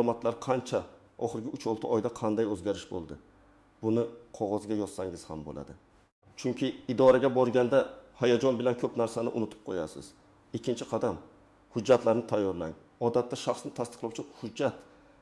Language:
Uzbek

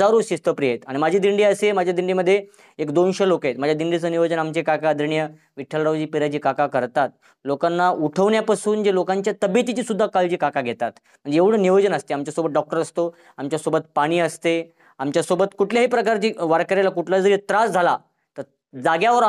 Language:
Marathi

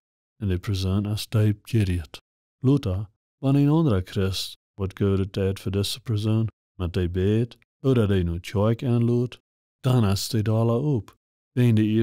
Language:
Plautdietsch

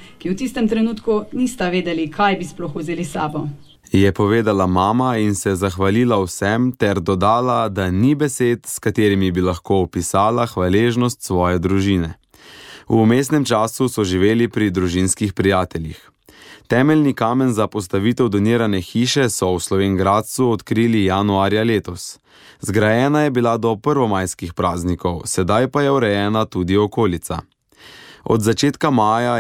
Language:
Slovenian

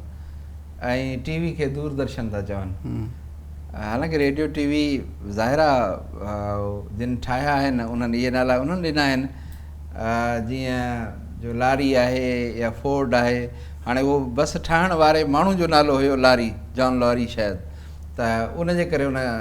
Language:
Sindhi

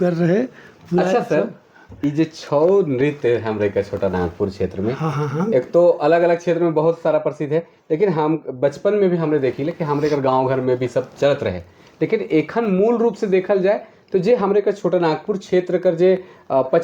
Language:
Sadri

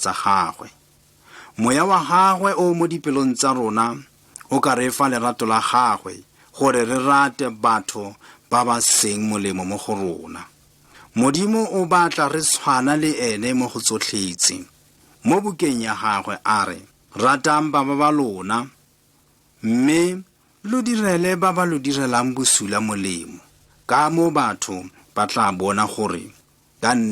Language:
Tswana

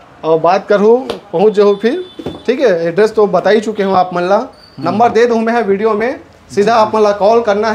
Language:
Chhattisgarhi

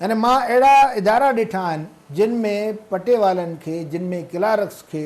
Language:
Sindhi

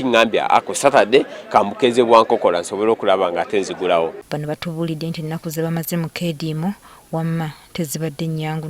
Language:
Ganda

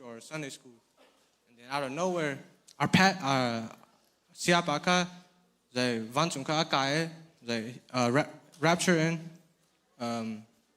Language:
Hakha Chin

